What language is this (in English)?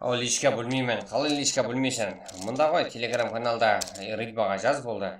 Kara-Kalpak